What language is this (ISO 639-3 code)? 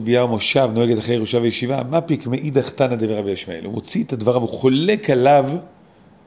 heb